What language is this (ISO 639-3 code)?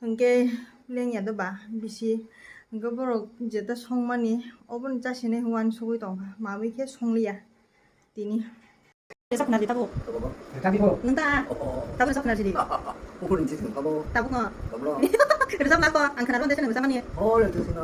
trp